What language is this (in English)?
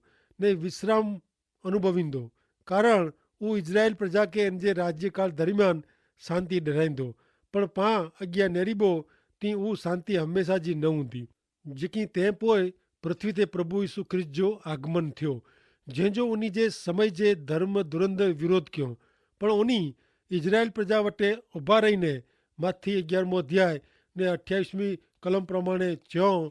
Kachhi